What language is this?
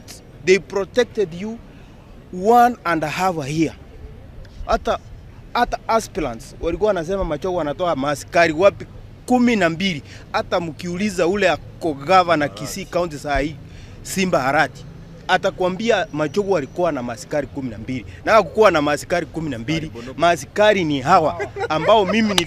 Gusii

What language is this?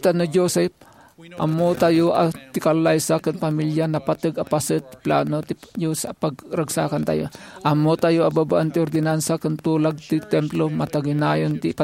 Iloko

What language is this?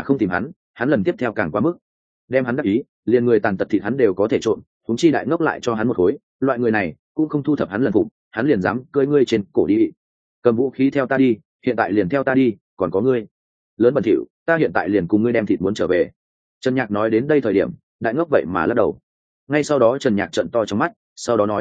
Vietnamese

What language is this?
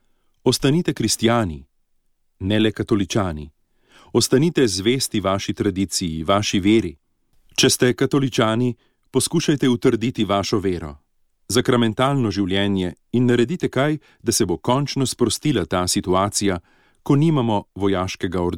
Slovenian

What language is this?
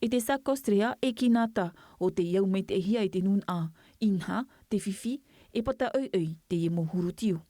Tahitian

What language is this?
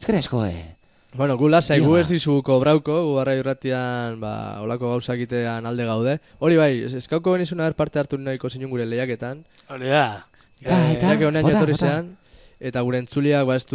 Basque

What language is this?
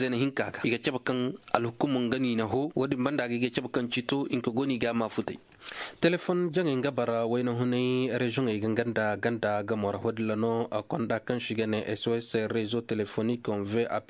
Koyraboro Senni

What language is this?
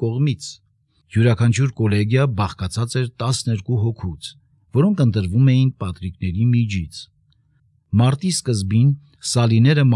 Armenian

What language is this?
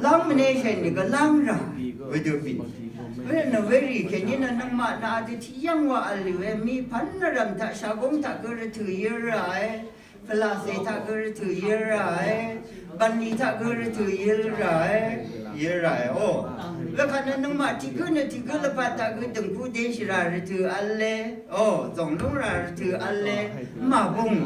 Rawang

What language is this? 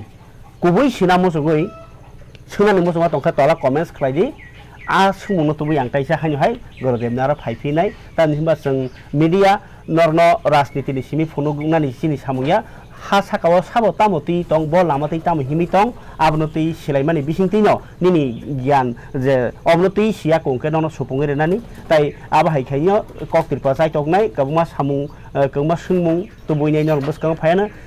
Kok Borok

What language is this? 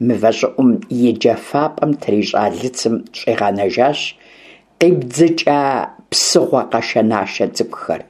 Kabardian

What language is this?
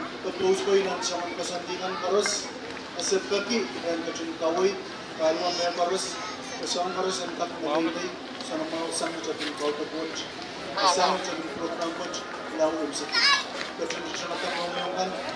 Pohnpeian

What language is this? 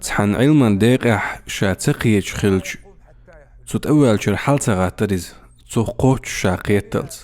Chechen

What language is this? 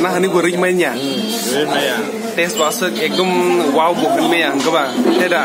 Kok Borok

